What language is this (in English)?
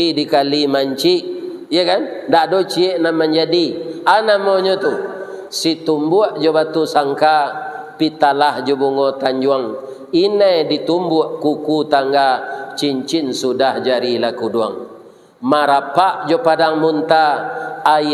Minangkabau